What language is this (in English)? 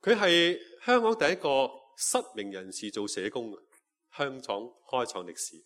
Cantonese